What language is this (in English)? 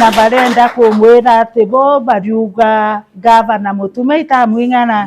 Meru